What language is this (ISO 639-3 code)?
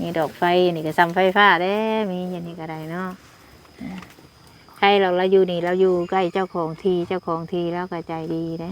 tts